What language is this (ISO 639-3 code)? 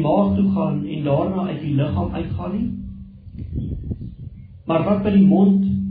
afr